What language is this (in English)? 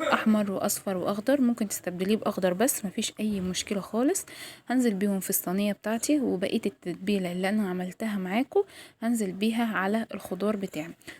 Egyptian Arabic